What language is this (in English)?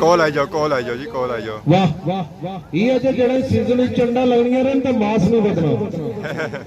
Pahari-Potwari